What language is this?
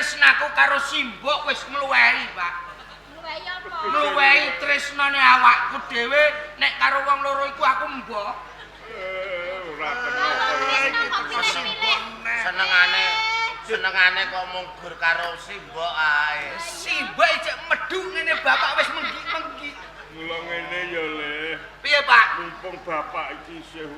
Javanese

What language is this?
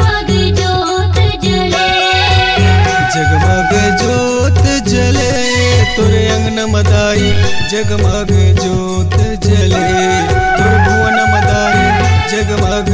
Chhattisgarhi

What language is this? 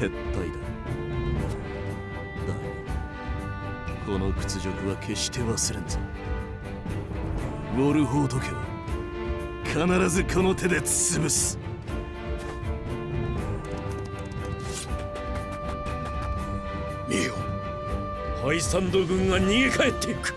Japanese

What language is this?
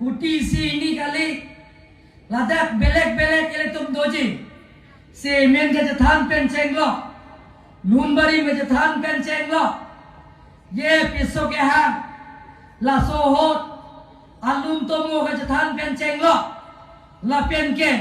Karbi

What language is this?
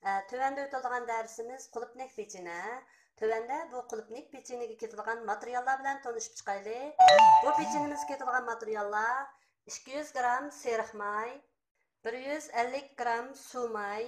Uyghur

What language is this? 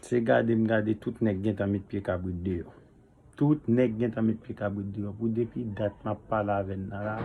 Haitian Creole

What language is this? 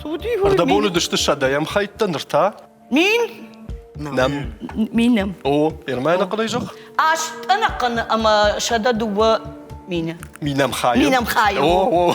Ossetic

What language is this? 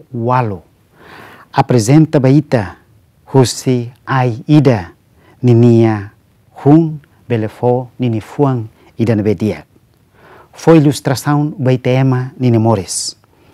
Tetum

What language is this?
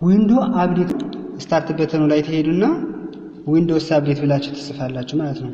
Amharic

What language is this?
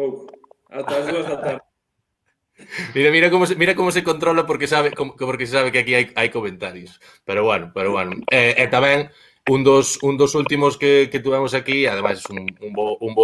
Galician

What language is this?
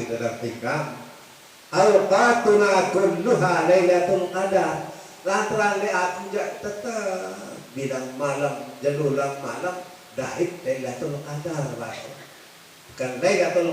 Sasak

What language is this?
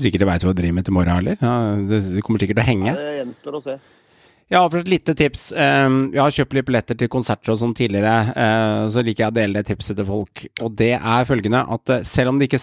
Norwegian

